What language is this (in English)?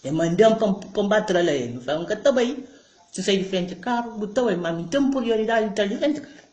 Kabuverdianu